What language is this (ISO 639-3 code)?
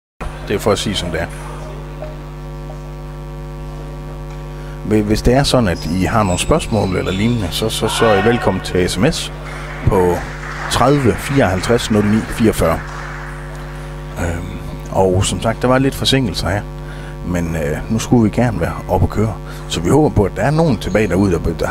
dan